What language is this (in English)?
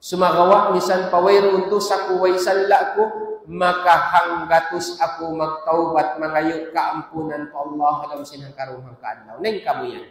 Tausug